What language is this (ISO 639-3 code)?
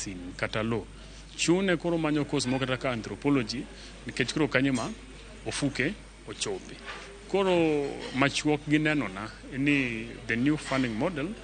luo